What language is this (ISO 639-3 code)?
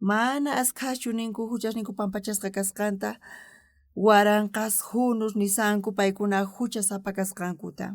quh